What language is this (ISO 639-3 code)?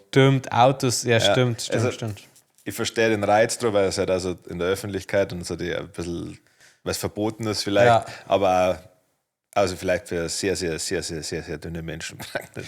bar